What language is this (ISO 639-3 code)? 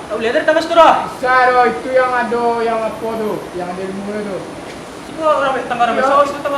min